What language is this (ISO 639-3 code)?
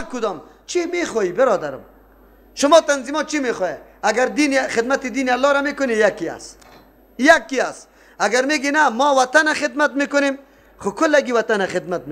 fas